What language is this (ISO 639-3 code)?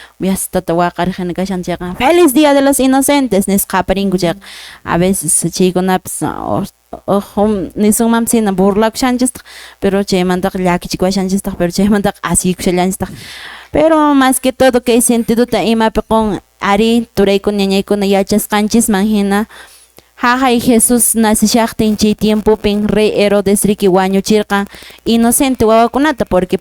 que